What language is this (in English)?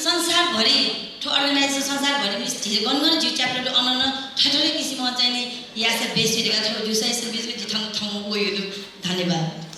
Newari